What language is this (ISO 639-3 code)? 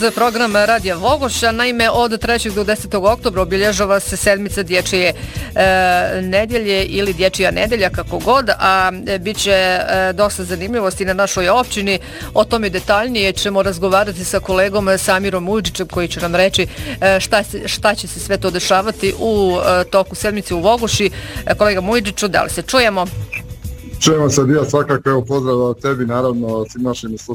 bos